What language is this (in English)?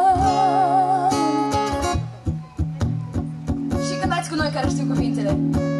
Romanian